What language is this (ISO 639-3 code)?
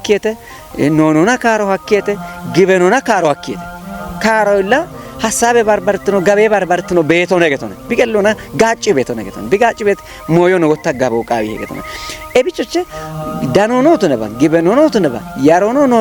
kbr